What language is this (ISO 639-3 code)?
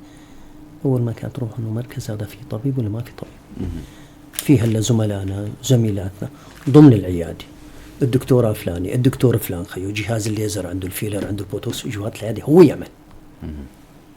apc